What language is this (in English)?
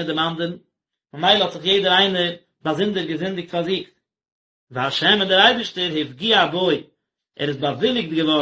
Yiddish